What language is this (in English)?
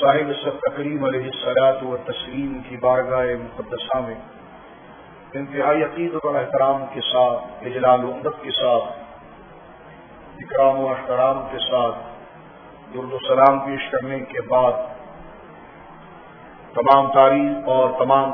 Urdu